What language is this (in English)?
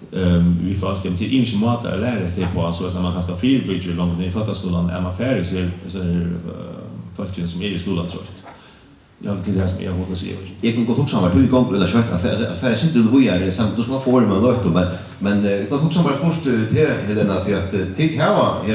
Faroese